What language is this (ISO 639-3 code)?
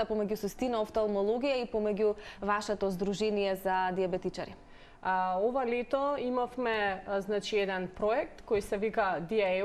mkd